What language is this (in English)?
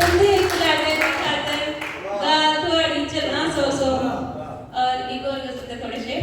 Dogri